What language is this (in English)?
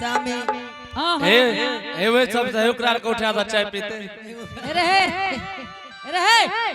Angika